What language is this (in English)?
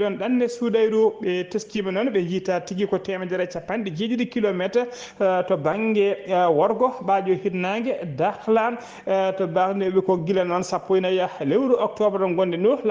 Fula